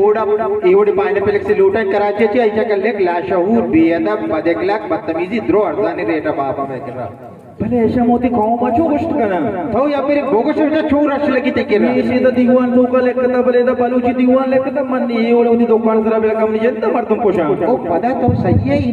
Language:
Baluchi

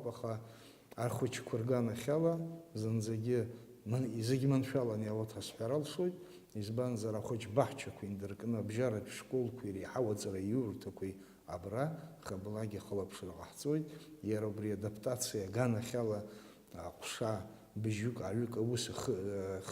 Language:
Abkhazian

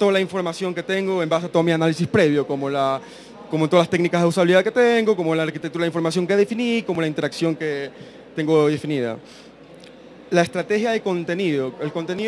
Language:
Spanish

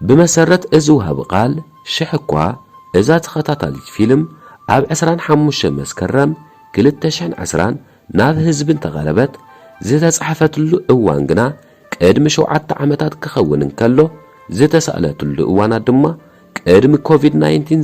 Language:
Tigrinya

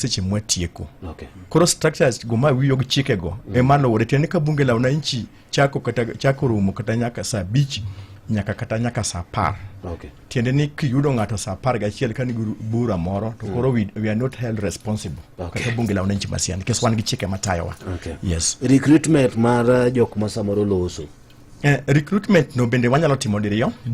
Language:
Luo (Kenya and Tanzania)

